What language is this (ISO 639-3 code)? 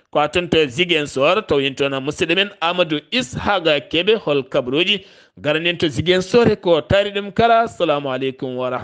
ful